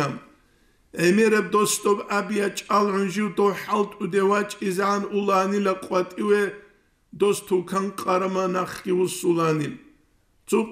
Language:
Avaric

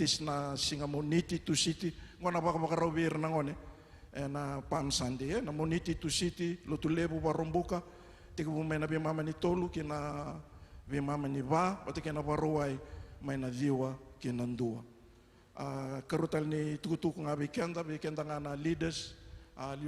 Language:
Fijian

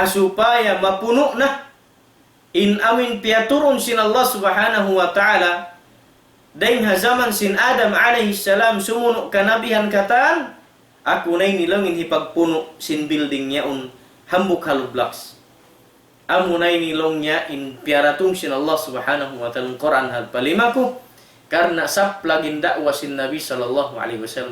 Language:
Tausug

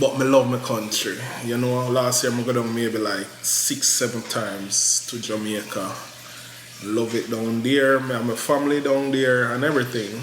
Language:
Jamaican Creole English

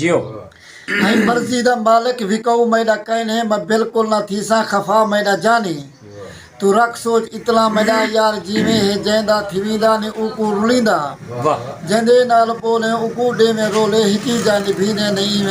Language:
Saraiki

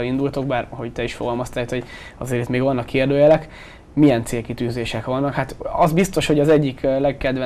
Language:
Hungarian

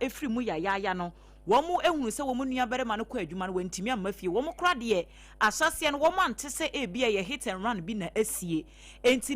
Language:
Akan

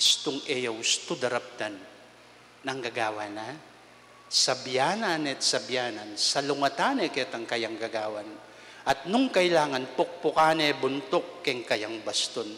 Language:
Pampanga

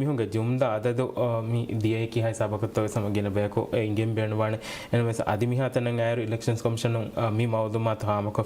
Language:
Divehi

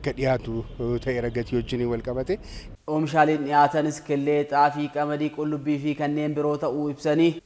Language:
Oromo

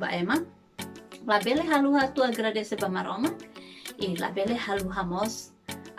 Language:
Tetum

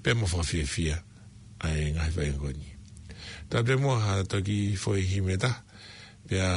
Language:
Tongan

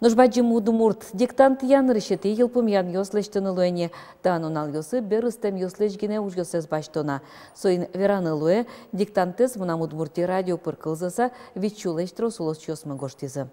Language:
Udmurt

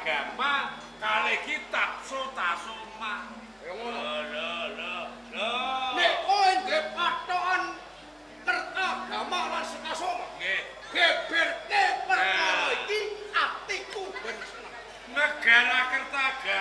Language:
Javanese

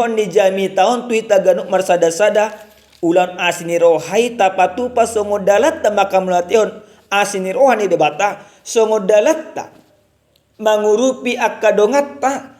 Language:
Batak Toba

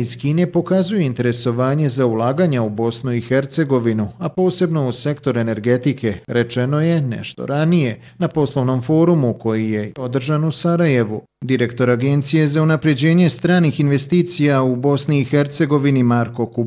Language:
Bosnian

